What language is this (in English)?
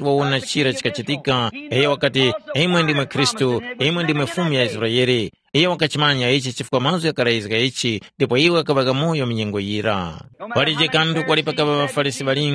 Tumbuka